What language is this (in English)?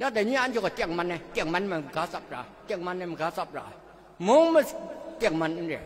Kachin